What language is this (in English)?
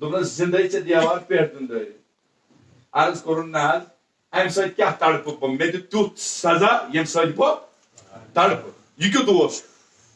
Kashmiri